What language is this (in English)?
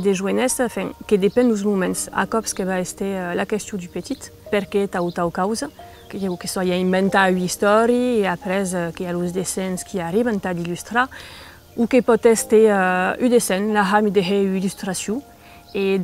Occitan